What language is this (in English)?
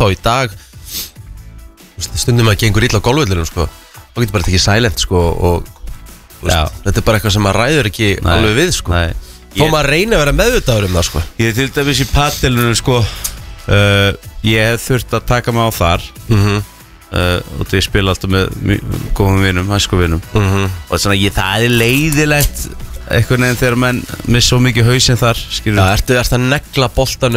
Icelandic